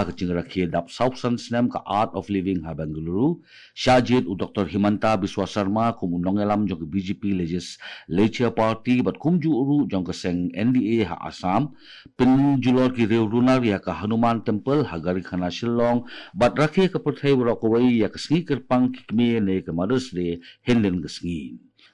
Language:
Khasi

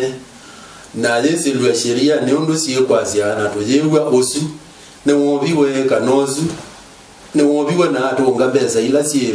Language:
Kamba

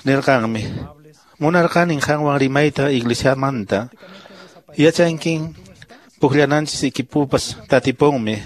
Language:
Quechua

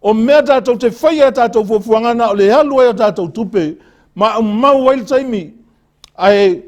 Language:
Samoan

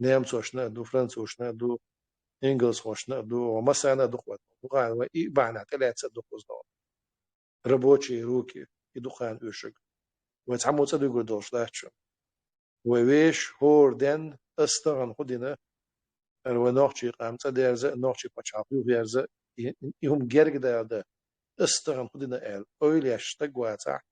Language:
Chechen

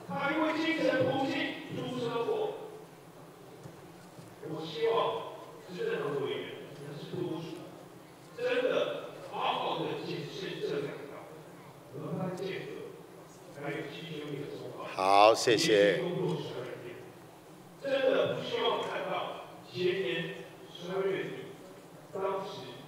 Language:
Chinese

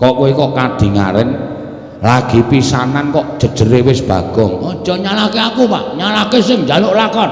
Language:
Javanese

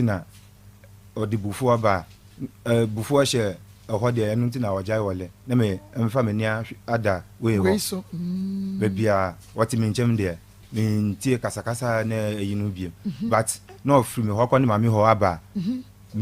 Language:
Akan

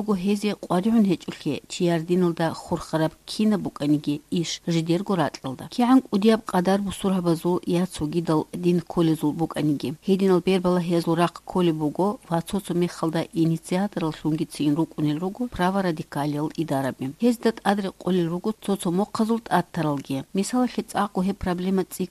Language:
Avaric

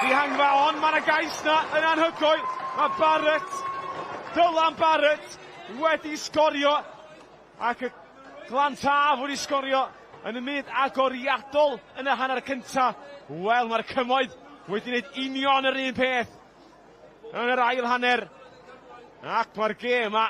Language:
Welsh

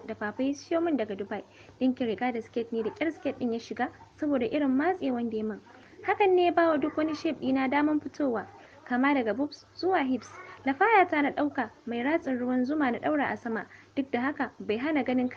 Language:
Hausa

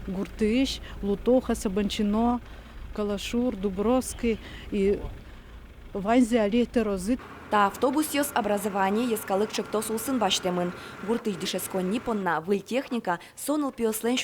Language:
Udmurt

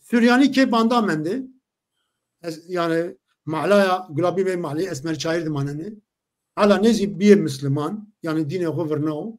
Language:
Zaza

